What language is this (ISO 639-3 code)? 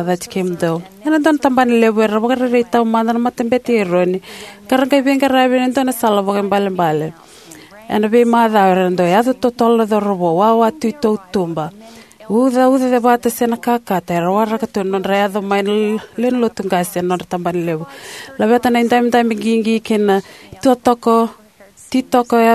fij